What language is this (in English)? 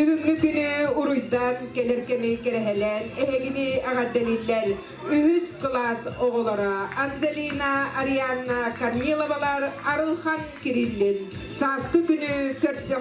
Yakut